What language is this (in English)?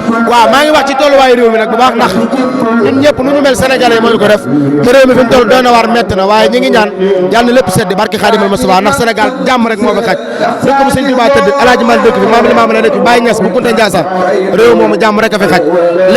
Wolof